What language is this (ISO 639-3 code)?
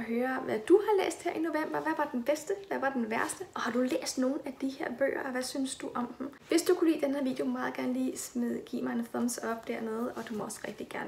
dan